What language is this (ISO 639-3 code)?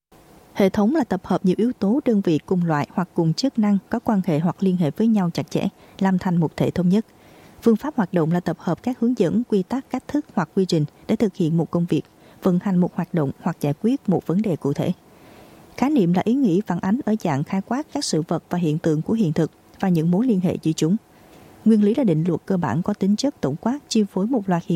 vie